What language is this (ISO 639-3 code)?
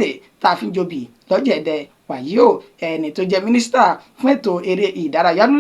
yor